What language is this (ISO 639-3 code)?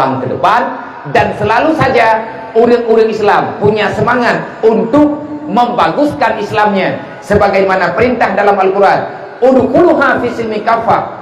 ace